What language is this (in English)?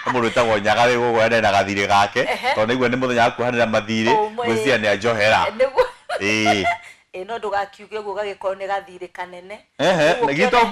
Kikuyu